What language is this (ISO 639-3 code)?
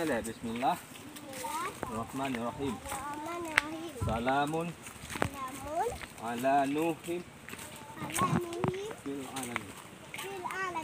ace